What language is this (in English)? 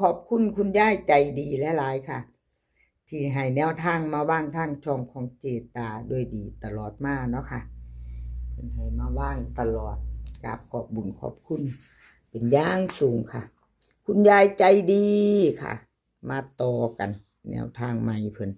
Northeastern Thai